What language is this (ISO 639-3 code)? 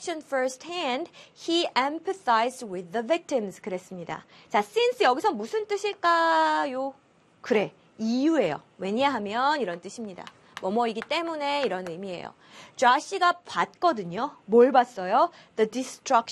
kor